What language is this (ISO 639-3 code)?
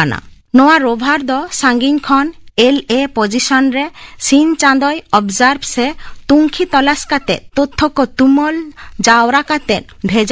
sat